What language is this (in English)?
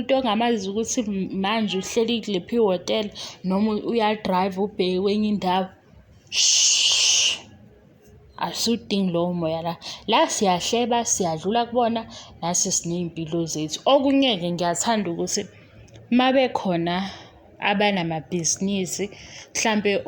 Zulu